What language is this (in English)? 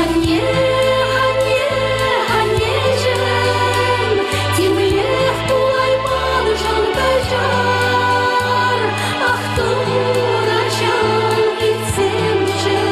Chuvash